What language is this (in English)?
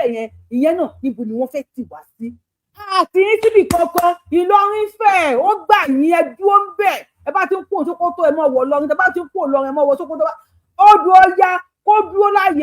Yoruba